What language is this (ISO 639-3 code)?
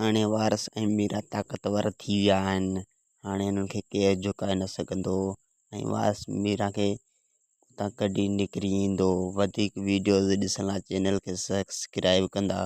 snd